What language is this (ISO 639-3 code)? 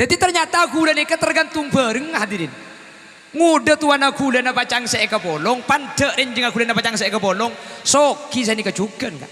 mad